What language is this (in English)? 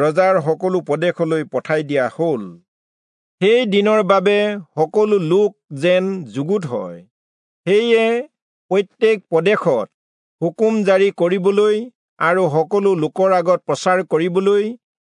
Assamese